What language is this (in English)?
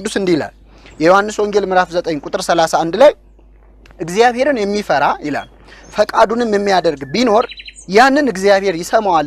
Amharic